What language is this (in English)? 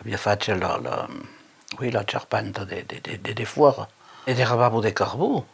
Occitan